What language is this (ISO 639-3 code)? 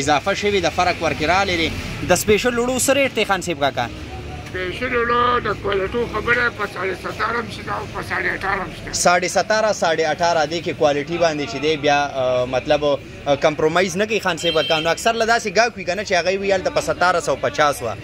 pus